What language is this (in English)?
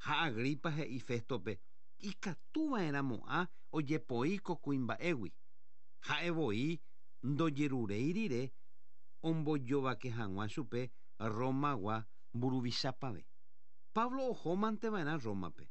Guarani